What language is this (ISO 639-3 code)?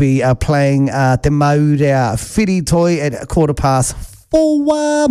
mri